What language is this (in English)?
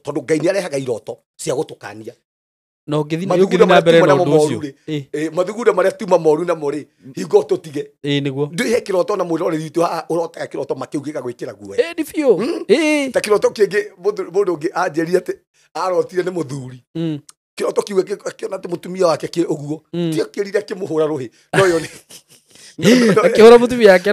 Kikuyu